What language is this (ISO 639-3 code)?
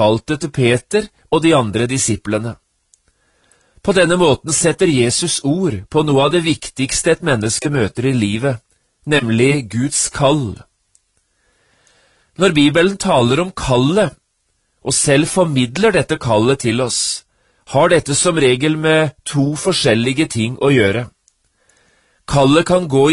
nor